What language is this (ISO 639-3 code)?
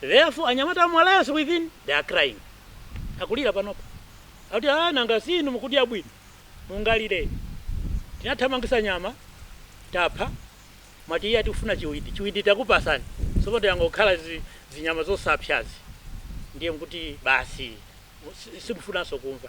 nya